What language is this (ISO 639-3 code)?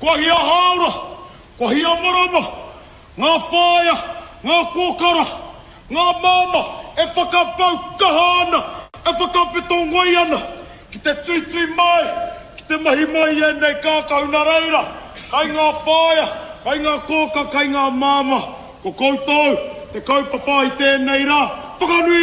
mri